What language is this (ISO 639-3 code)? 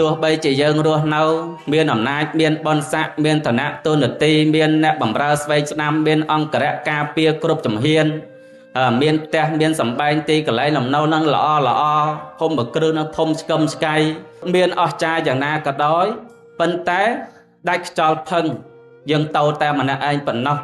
khm